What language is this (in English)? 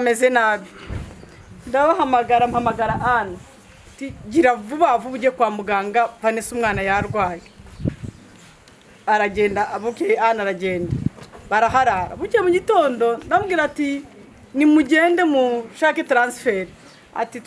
Kinyarwanda